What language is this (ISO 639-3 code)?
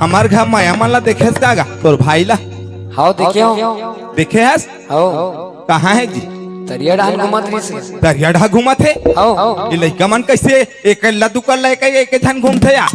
hne